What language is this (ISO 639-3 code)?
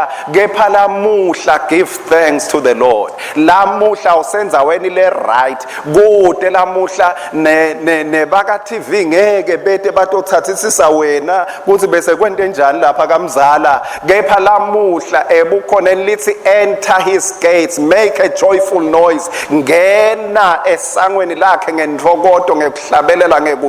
ssw